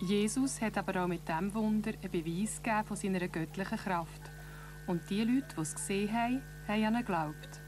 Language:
Swiss German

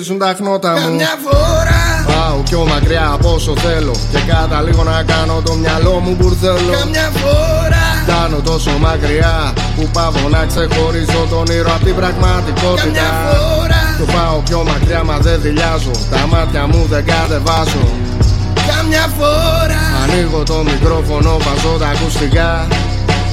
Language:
Greek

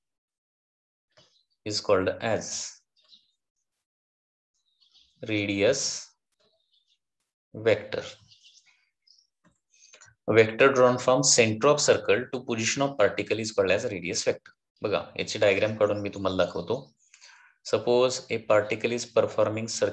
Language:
Marathi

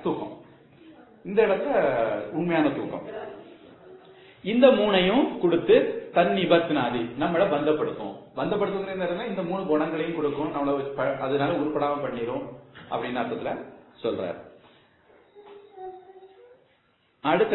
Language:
Tamil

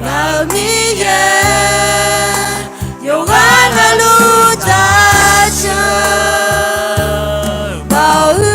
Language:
Akha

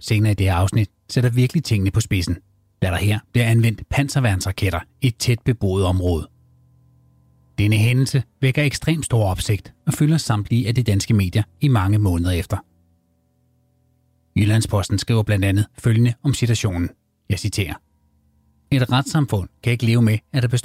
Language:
Danish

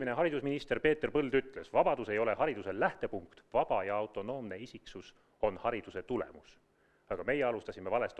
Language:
Estonian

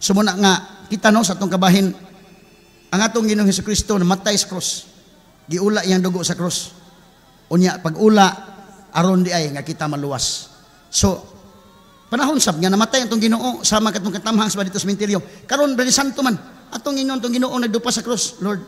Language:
Cebuano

